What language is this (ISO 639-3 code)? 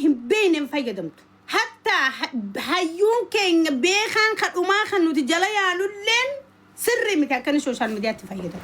orm